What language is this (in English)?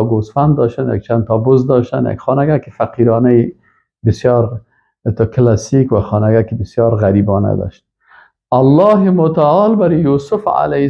Persian